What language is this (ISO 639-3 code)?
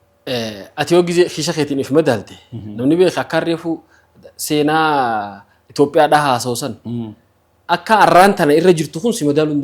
orm